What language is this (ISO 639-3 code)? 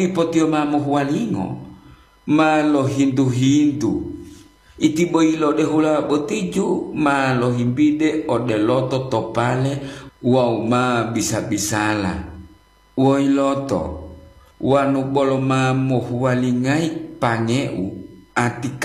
gor